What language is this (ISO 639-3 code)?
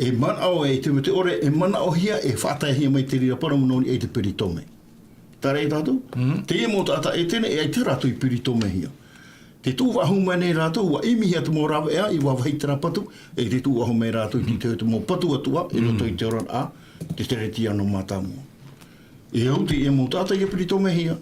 tah